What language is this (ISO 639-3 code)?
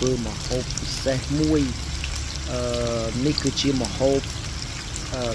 khm